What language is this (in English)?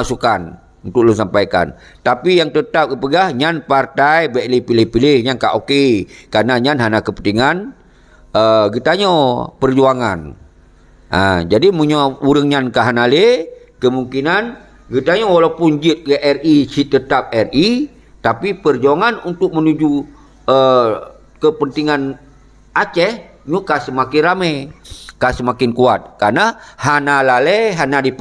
Achinese